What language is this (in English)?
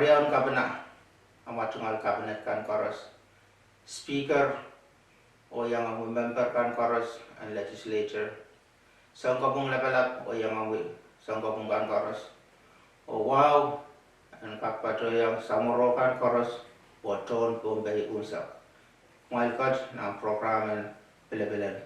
Pohnpeian